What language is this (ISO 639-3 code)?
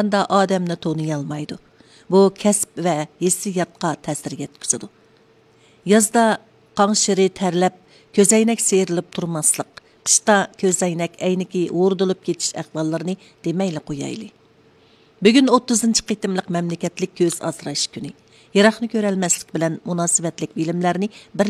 uig